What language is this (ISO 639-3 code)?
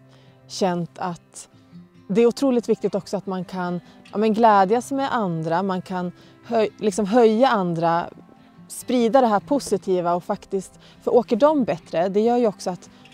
swe